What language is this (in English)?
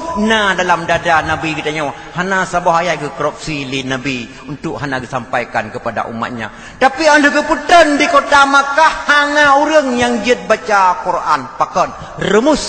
Achinese